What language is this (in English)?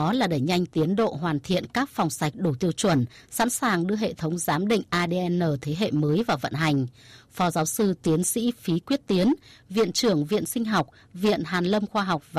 Vietnamese